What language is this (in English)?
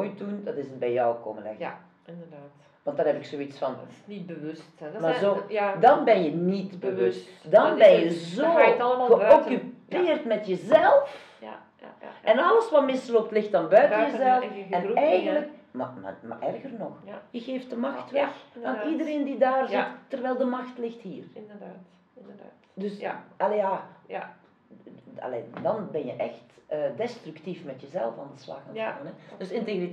Dutch